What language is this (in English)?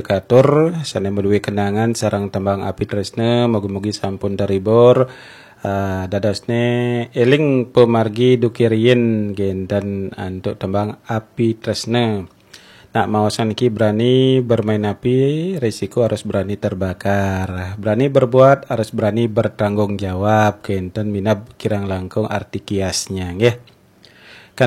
Balinese